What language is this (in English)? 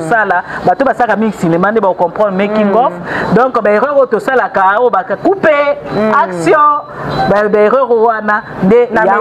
Lingala